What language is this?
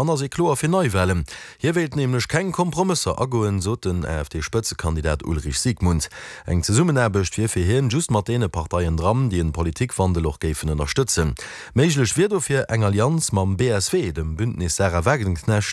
Luxembourgish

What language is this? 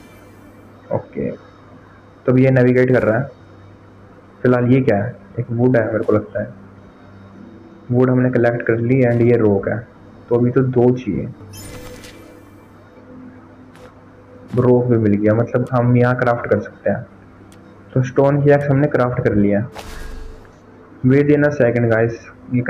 Hindi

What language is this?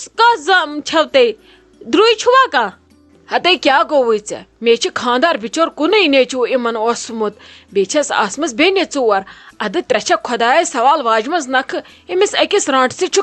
Kashmiri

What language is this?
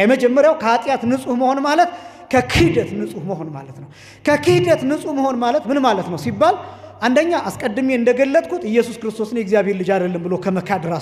Amharic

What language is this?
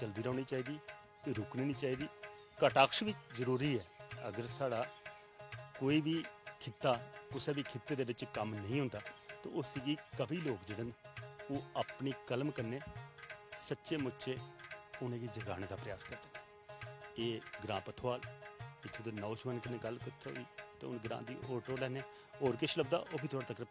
Dogri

